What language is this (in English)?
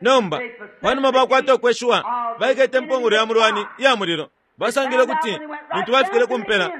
Bemba